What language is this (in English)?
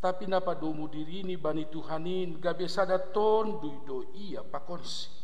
Batak Simalungun